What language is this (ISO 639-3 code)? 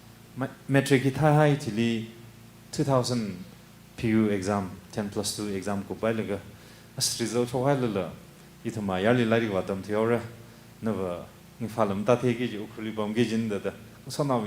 nmf